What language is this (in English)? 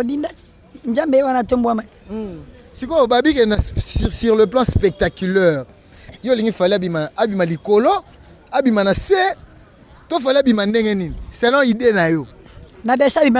Lingala